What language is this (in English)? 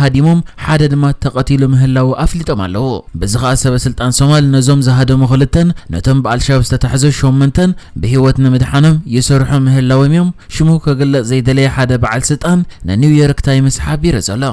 Tigrinya